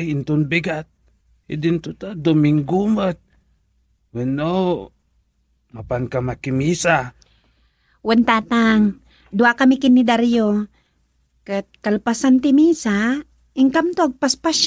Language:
Iloko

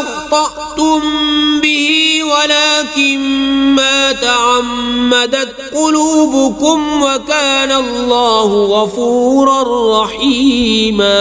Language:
Kashmiri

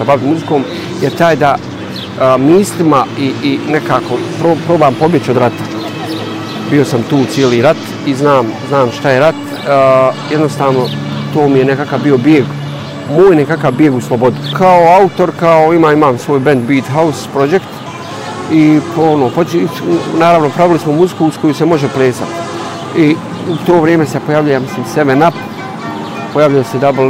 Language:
Bosnian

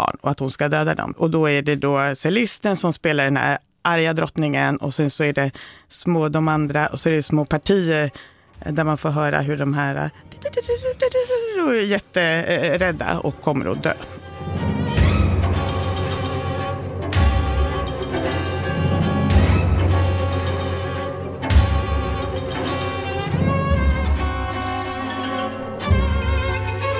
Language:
Swedish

